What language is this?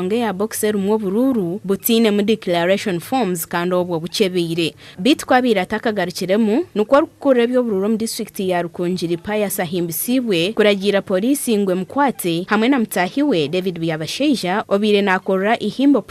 Nyankole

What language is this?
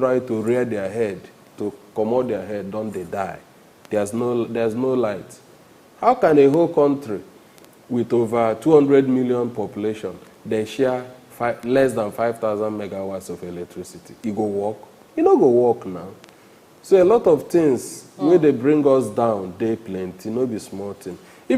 Nigerian Pidgin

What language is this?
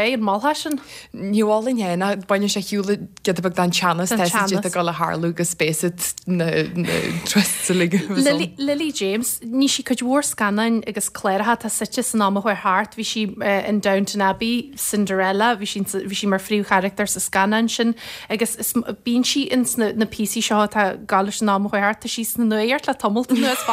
Irish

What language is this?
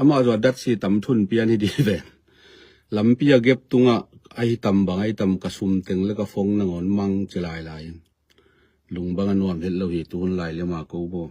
Tedim Chin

